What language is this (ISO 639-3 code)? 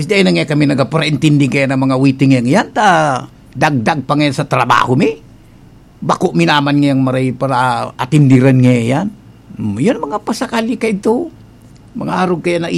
bik